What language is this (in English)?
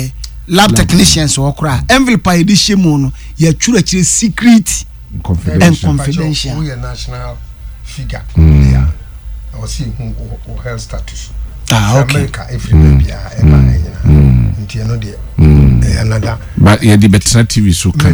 Akan